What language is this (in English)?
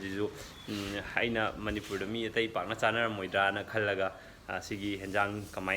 Manipuri